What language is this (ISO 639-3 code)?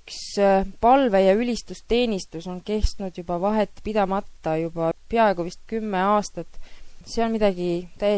est